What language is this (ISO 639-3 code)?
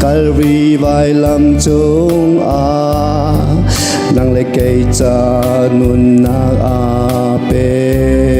cnh